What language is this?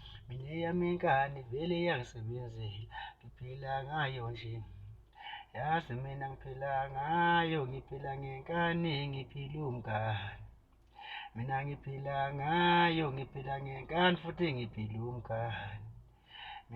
Zulu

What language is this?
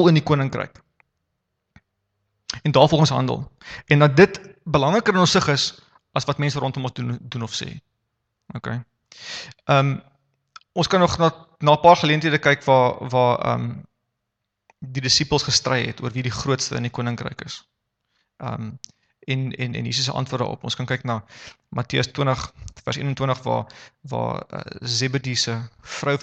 Afrikaans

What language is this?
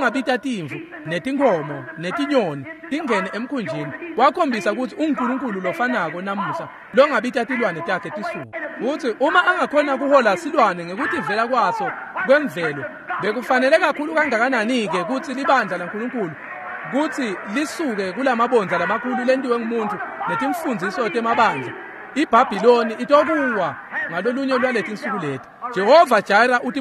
Swati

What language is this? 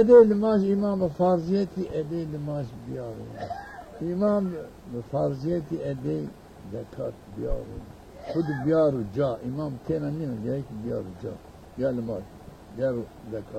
Zaza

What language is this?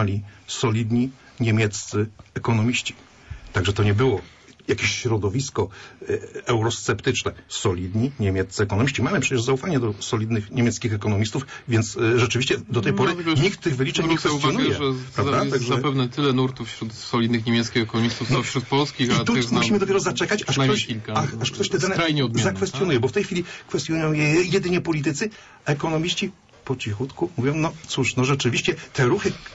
Polish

